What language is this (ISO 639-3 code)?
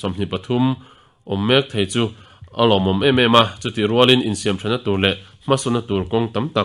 lus